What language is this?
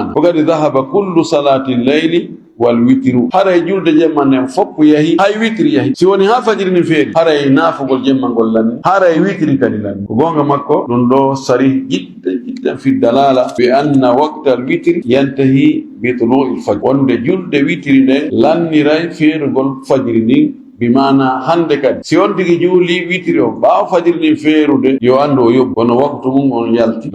Fula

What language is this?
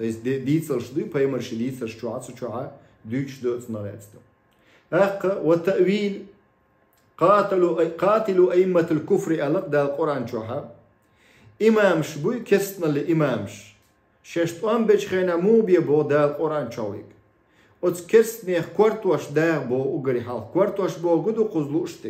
Chechen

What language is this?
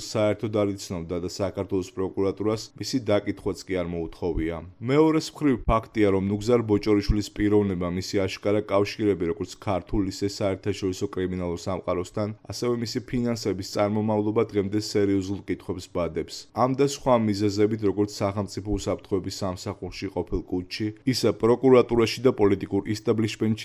Georgian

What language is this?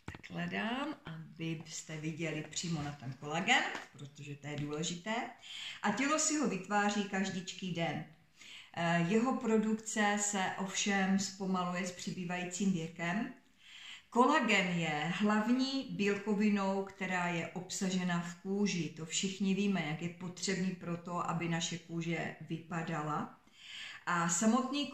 Czech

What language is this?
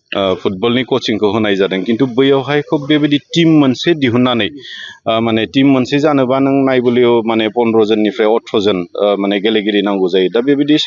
Bodo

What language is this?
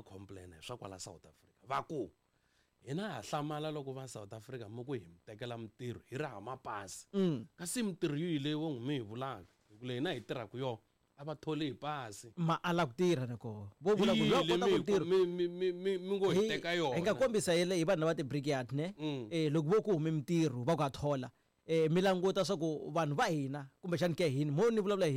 Tsonga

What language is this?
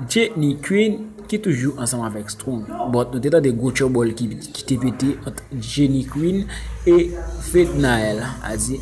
Haitian Creole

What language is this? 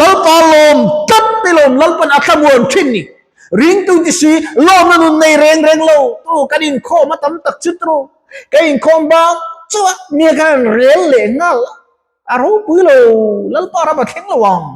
Mizo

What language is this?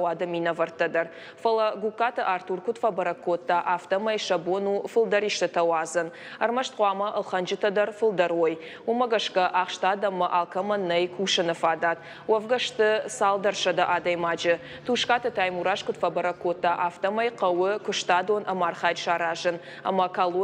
Ossetic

